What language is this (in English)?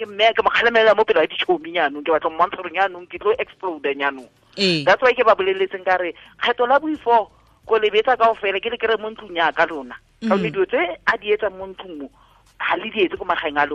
Tswana